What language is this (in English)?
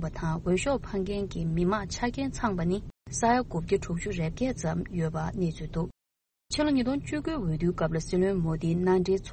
Tibetan